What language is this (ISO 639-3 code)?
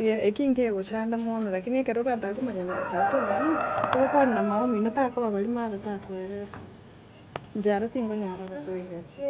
guz